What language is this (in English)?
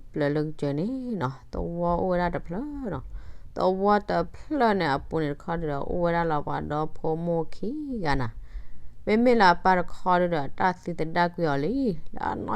S'gaw Karen